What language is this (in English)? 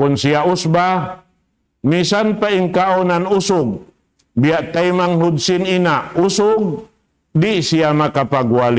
Tausug